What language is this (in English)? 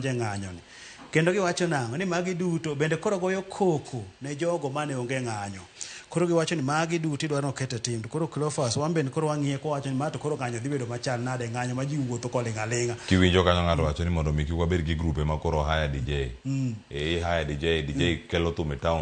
Luo (Kenya and Tanzania)